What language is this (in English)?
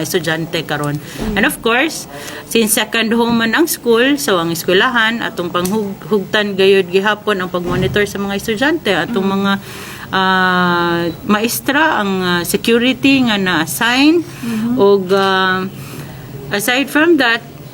Cebuano